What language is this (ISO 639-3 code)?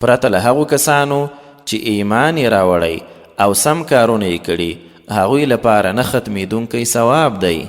pus